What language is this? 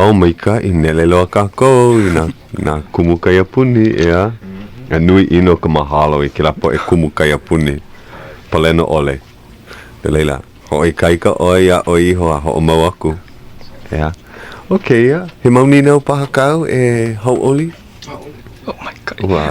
Hawaiian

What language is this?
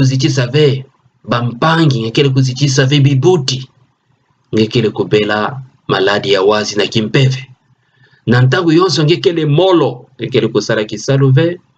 Kituba (Democratic Republic of Congo)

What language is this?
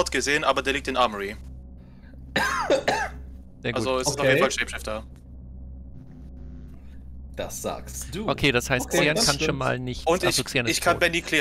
German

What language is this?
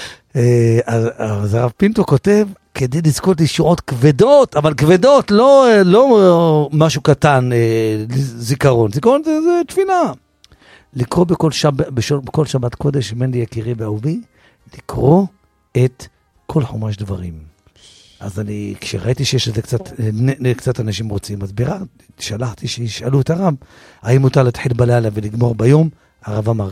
Hebrew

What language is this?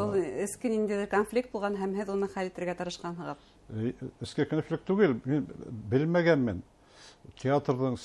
Bashkir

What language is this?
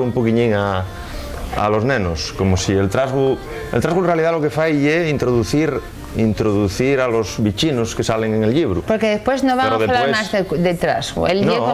Asturian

